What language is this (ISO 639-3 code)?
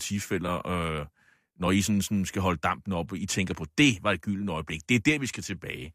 dan